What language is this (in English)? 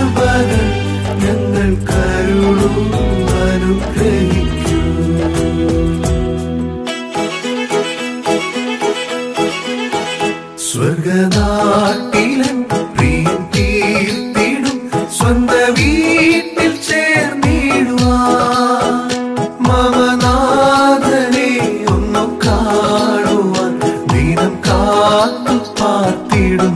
Malayalam